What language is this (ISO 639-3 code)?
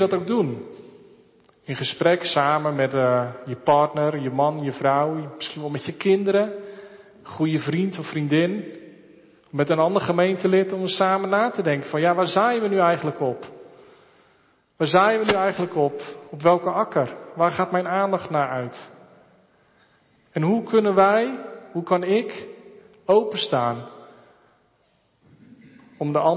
nld